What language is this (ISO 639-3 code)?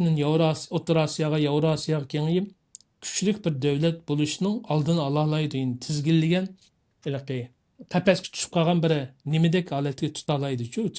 uig